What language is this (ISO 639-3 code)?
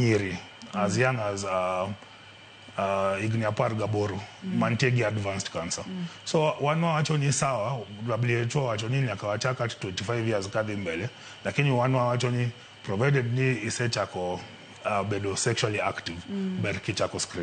luo